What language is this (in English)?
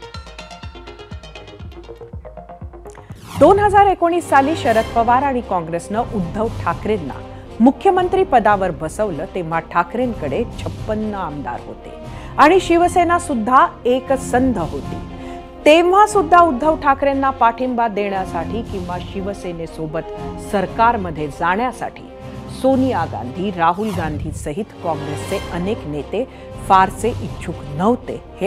Marathi